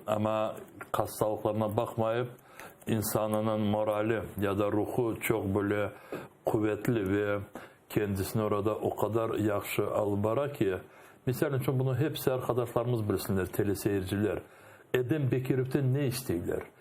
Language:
Crimean Tatar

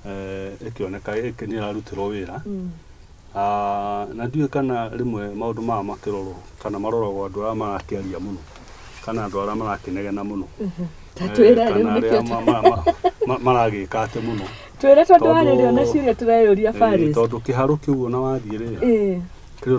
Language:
Kikuyu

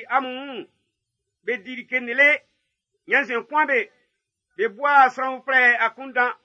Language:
Baoulé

